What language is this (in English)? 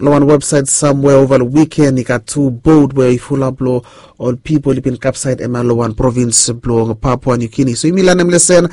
Bislama